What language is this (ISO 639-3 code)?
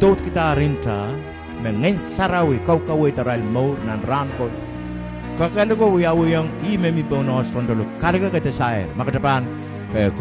pon